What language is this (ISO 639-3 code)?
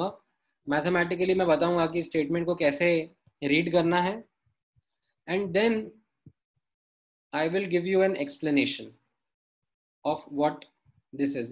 hin